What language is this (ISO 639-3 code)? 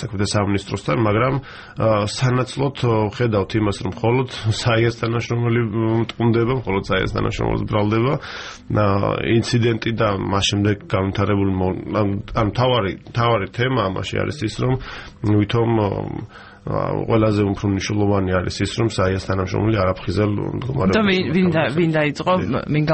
kat